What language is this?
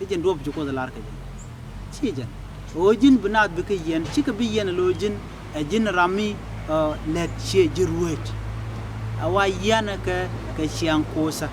Nuer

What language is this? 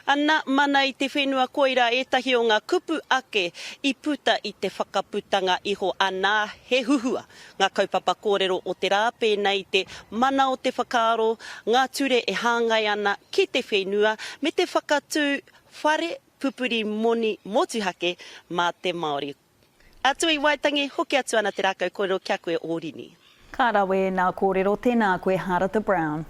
Māori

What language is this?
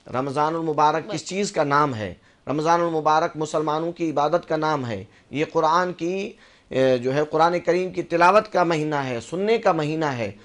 Urdu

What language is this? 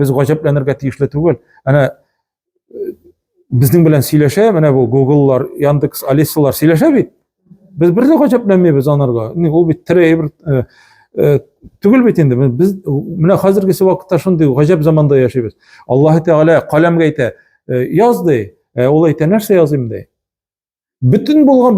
Tatar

